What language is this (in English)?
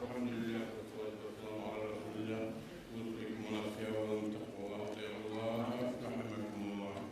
Kumyk